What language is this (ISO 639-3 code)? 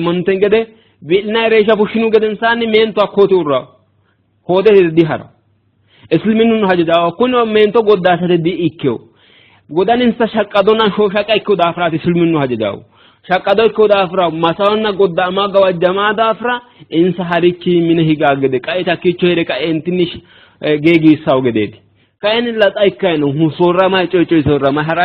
sid